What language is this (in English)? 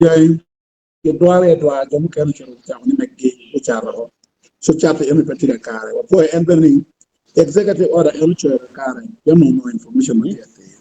Acoli